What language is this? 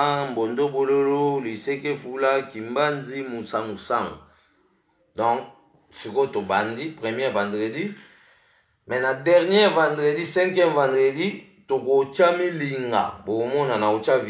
Lingala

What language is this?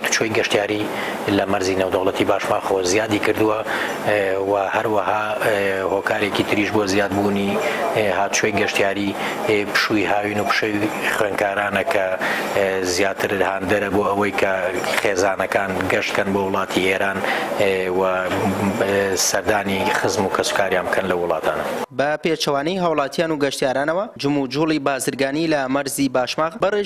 Central Kurdish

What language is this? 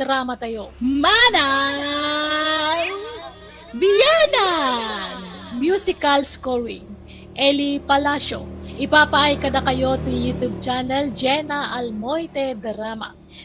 Iloko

